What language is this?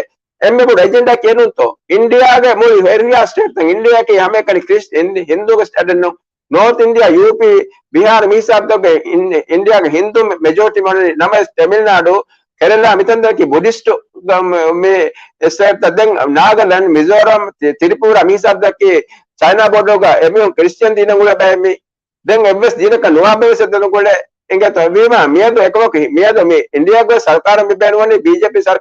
Divehi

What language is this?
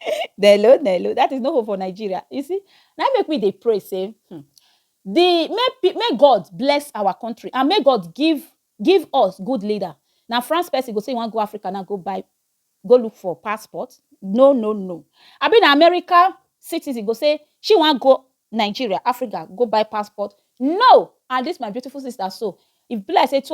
Nigerian Pidgin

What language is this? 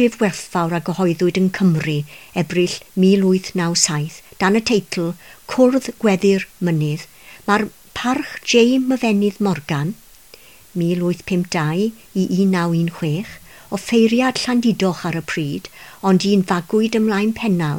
Welsh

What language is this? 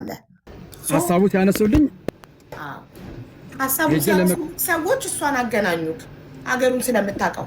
Amharic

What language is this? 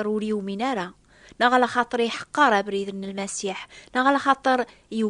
Kabyle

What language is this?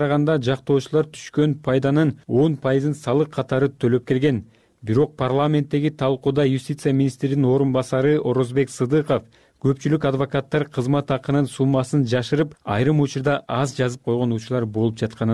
Kyrgyz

